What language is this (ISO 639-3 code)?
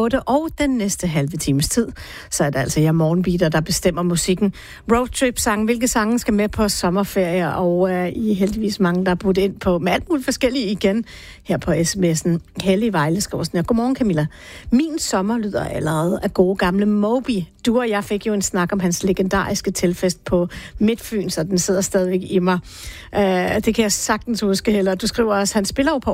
dan